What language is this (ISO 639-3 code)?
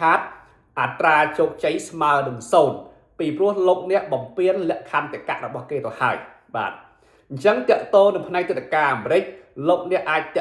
khm